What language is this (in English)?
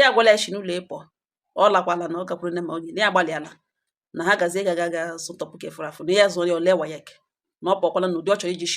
Igbo